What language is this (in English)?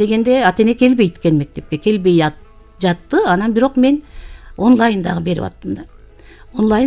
Kyrgyz